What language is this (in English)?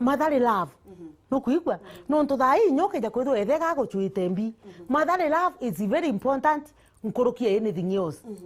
Meru